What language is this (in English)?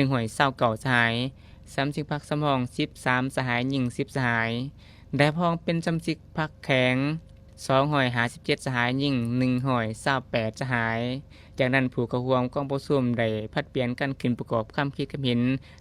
Lao